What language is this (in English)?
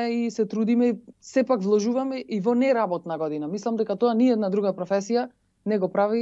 Macedonian